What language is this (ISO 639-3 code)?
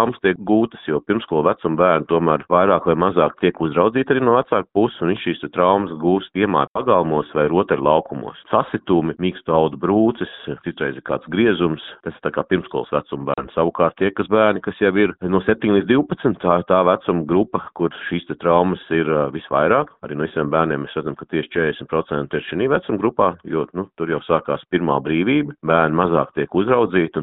lav